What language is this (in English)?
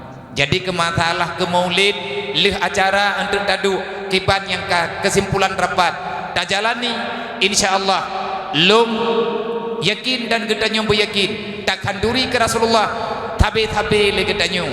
Achinese